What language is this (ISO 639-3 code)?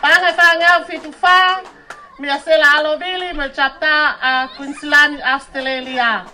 ton